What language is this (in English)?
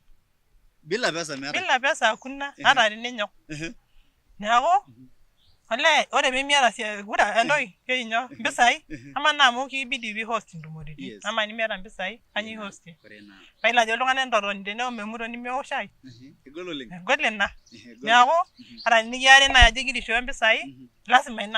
Masai